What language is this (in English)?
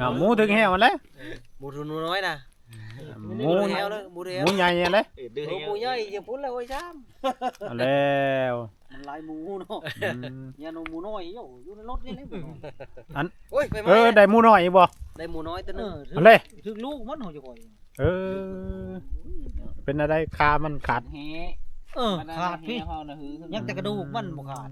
Northeastern Thai